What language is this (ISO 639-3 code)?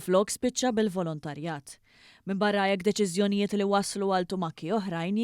mlt